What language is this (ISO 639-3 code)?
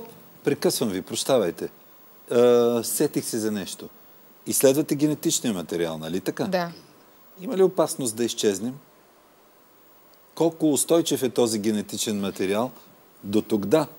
bul